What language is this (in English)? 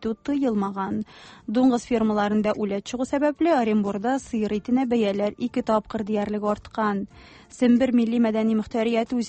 Tatar